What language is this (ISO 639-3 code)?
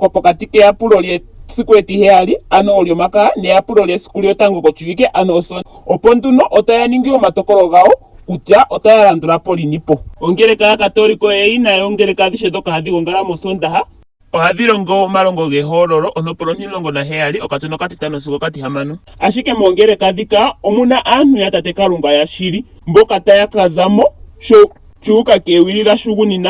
ndo